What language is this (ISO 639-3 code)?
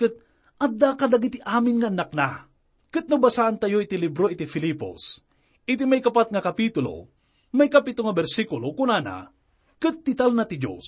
ilo